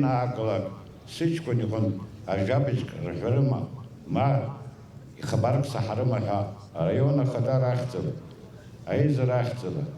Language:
Abkhazian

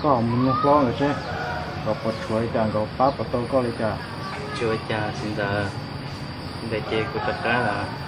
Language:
Hmong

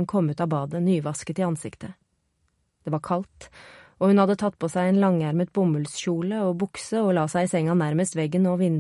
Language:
Norwegian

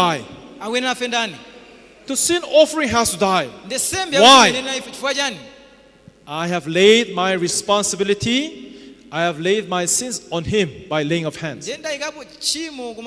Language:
Nyanja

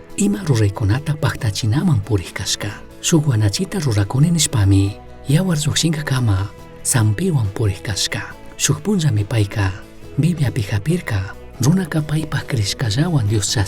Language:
Chimborazo Highland Quichua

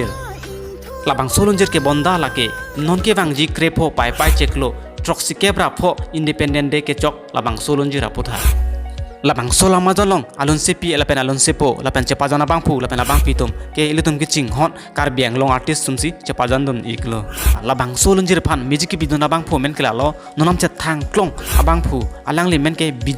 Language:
Karbi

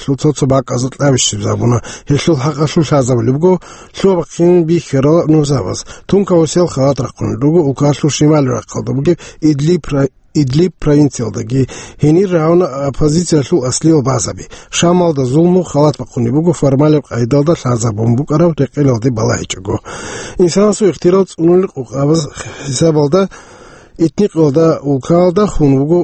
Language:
Avaric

